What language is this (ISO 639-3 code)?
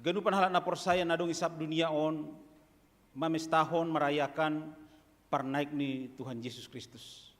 bts